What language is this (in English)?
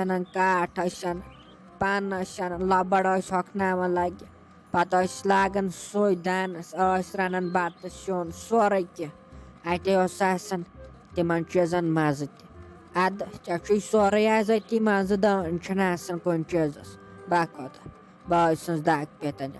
Kashmiri